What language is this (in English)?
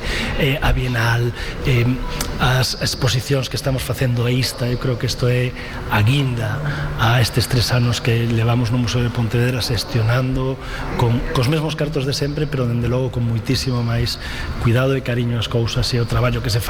Galician